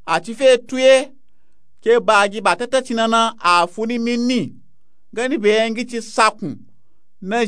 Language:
Nupe-Nupe-Tako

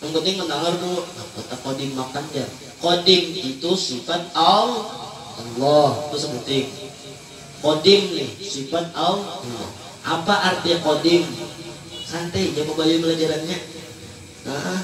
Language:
Banjar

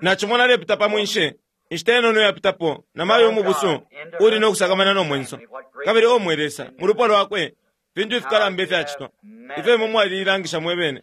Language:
Bemba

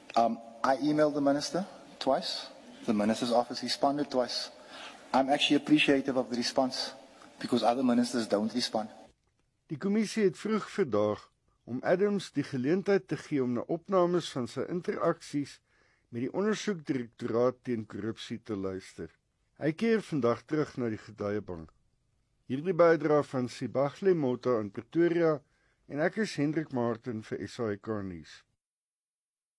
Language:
Afrikaans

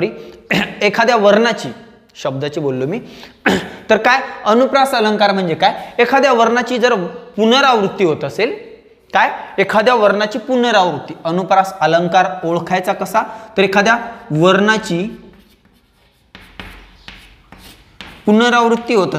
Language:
Marathi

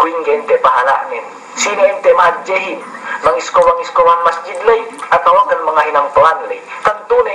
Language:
Yakan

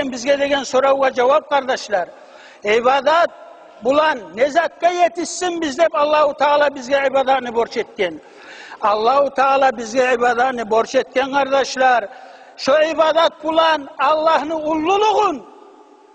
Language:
Kumyk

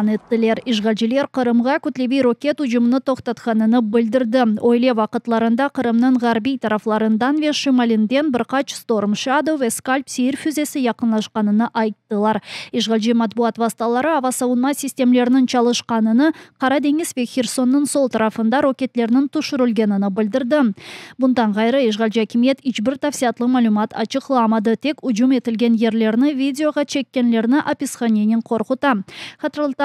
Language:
Crimean Tatar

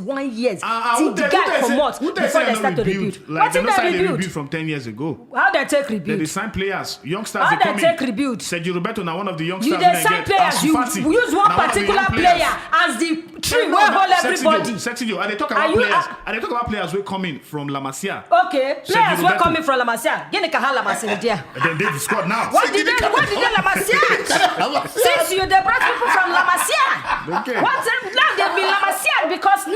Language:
Nigerian Pidgin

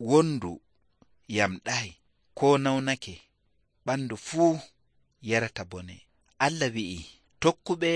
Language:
Nigerian Fulfulde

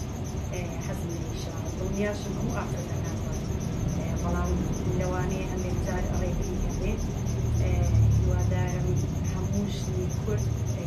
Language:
Central Kurdish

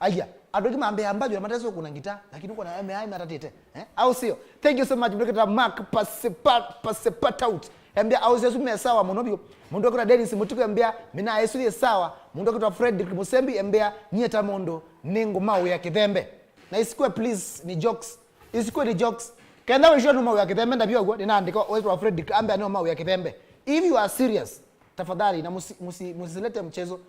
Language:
Kamba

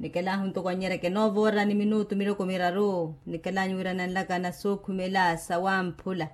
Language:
Makhuwa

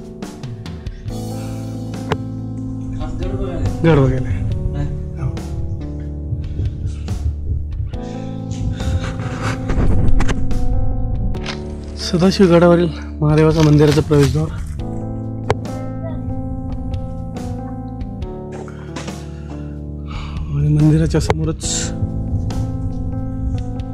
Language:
Marathi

